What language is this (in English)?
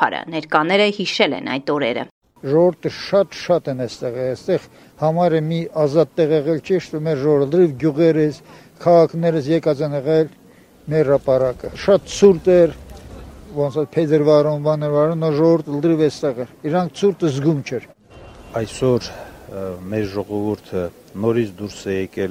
Armenian